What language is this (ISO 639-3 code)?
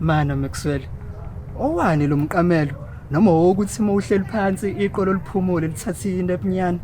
zul